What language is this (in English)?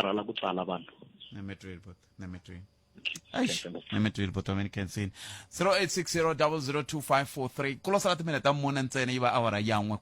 Tsonga